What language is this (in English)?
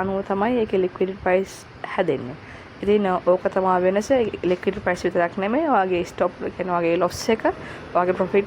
Sinhala